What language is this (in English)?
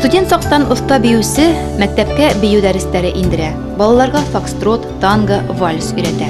Bashkir